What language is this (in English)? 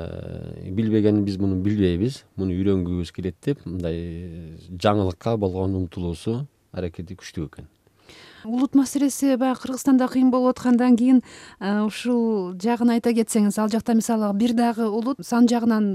Kyrgyz